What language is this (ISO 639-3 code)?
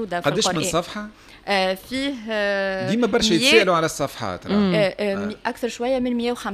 aeb